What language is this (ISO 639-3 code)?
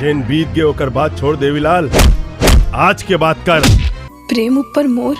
hne